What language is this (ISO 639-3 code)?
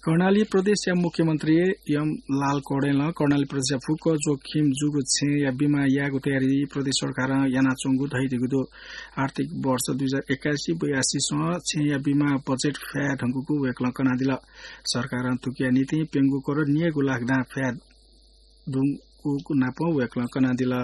new